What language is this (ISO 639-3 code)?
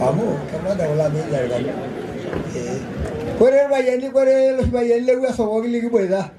mas